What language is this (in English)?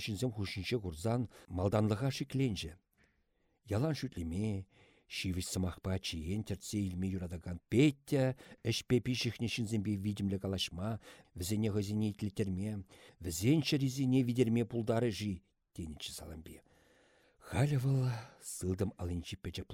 Chuvash